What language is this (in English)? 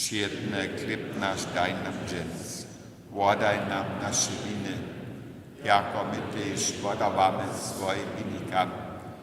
Upper Sorbian